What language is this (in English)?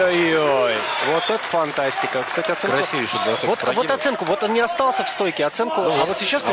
Russian